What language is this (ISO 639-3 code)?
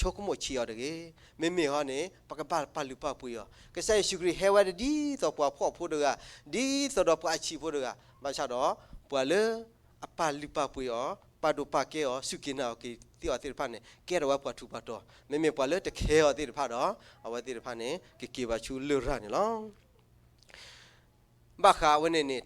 ksw